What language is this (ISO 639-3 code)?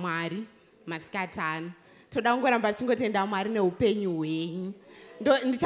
sna